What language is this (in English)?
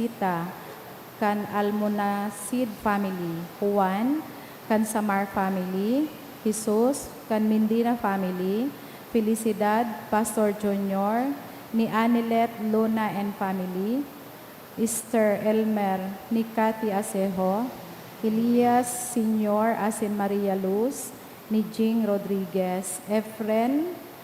Bikol